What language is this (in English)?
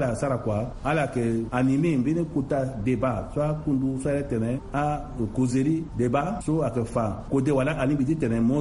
Sango